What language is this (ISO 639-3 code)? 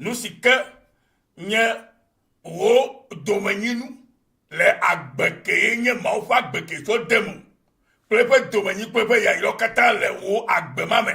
ewe